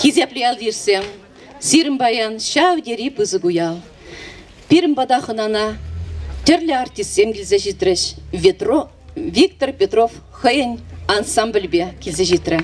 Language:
Chuvash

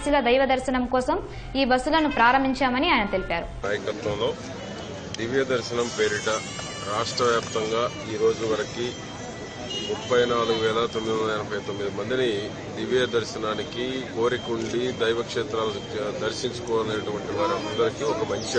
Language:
Telugu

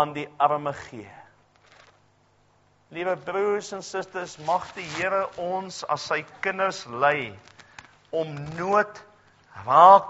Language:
Afrikaans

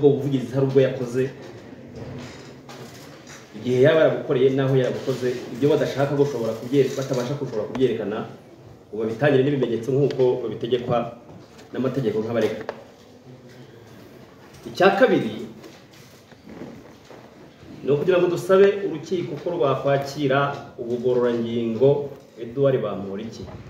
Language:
Kinyarwanda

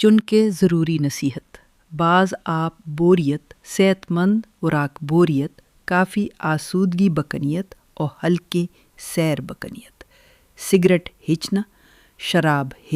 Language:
Baluchi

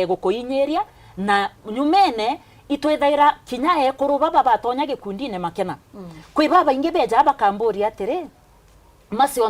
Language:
Meru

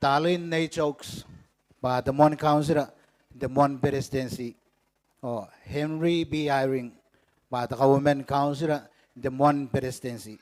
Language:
Gilbertese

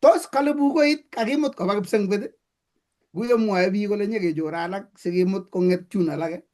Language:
Kalenjin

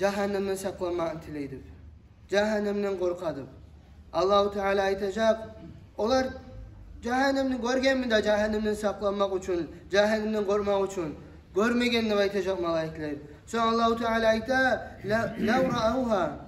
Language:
Kumyk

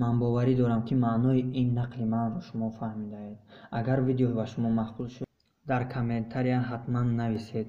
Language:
Tajik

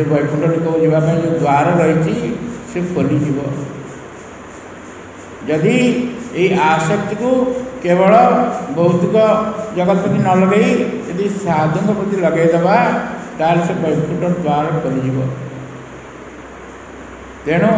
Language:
Odia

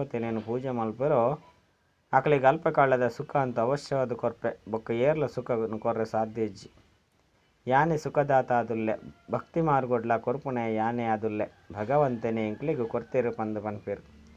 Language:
Tulu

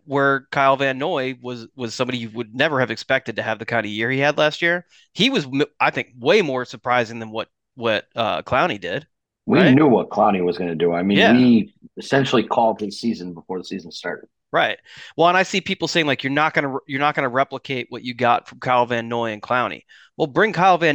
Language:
English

